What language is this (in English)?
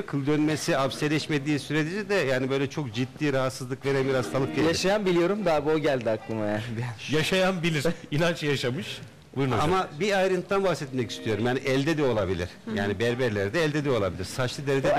Turkish